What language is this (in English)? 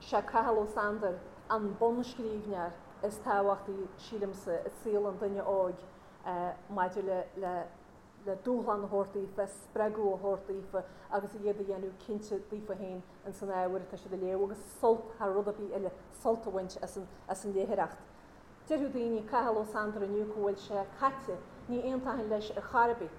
Irish